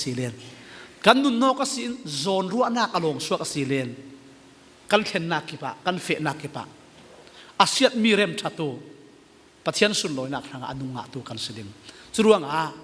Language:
Falam Chin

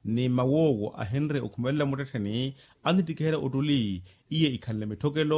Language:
Makhuwa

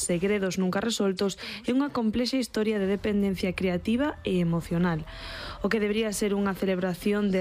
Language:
Galician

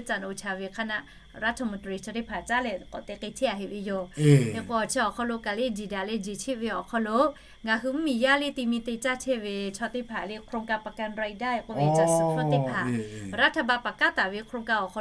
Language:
Lahu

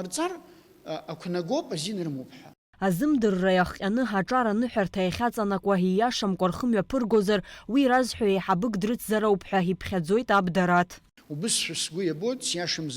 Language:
Abkhazian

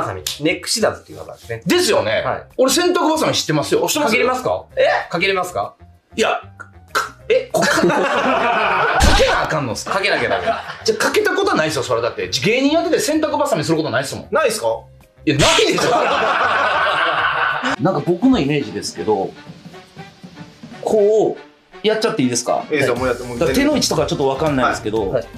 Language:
Japanese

